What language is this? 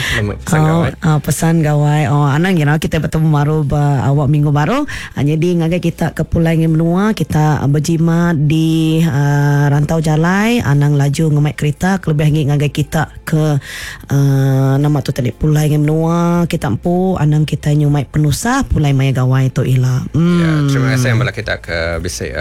Iban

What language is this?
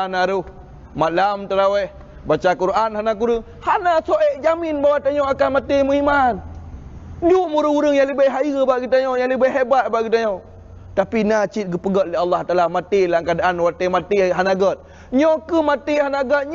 Achinese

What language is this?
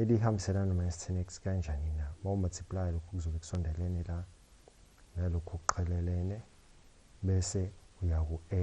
Zulu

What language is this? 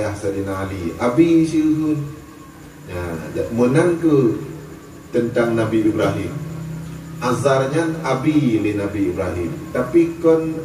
Achinese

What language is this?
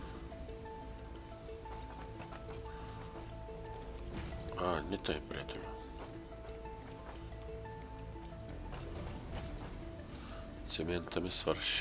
Bulgarian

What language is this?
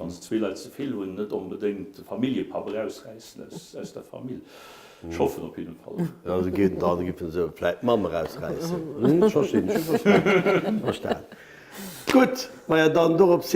Luxembourgish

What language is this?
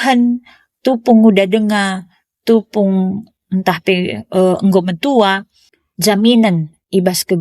Batak Karo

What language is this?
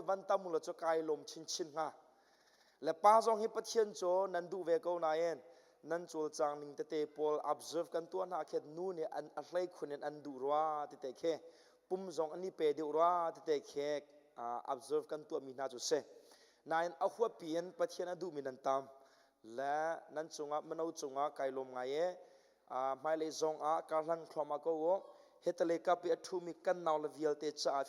Hakha Chin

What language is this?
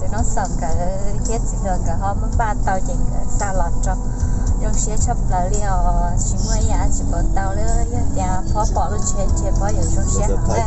Hmong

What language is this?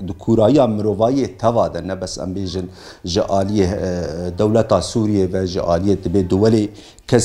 Kurdish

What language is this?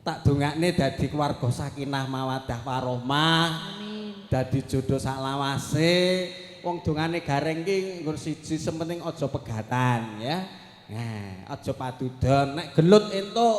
Javanese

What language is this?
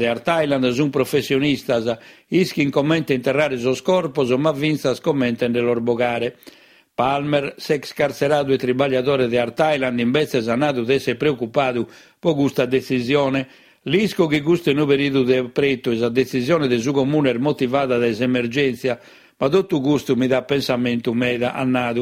Sardinian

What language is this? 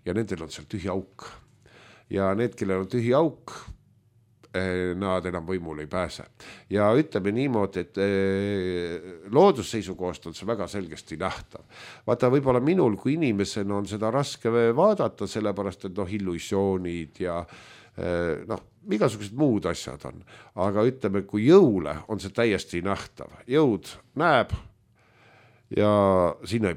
Estonian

